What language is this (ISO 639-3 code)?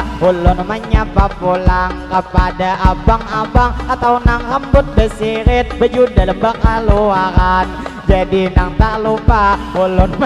bjn